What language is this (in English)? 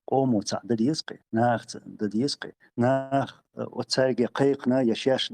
Chechen